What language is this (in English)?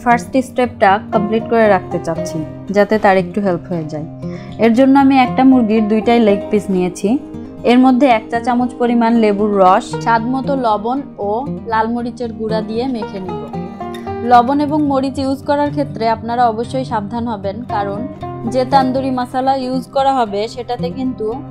Bangla